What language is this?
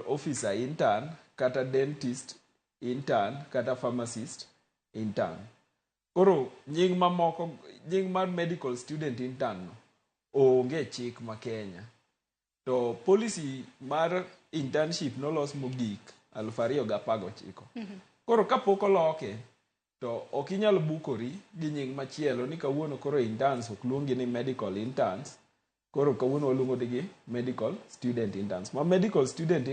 Luo (Kenya and Tanzania)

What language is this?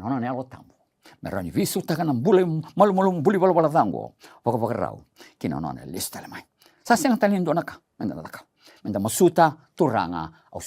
Fijian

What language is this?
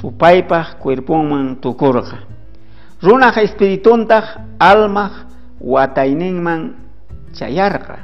South Bolivian Quechua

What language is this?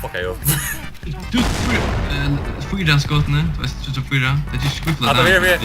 Faroese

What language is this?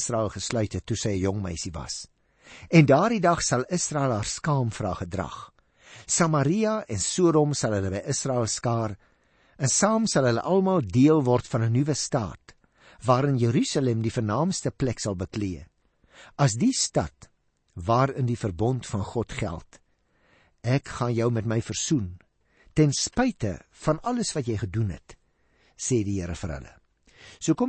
Afrikaans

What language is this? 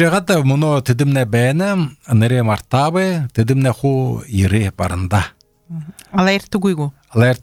Belarusian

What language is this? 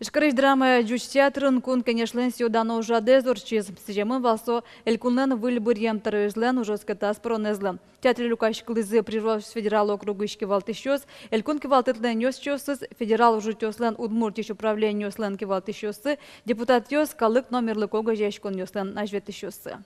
Udmurt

